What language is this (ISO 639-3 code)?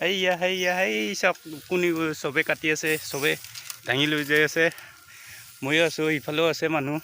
asm